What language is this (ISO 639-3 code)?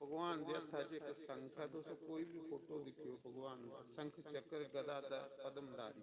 doi